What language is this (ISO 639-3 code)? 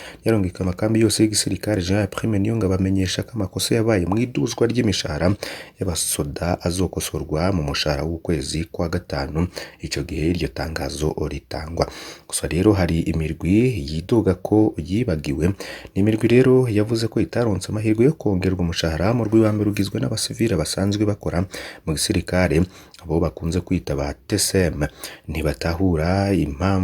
run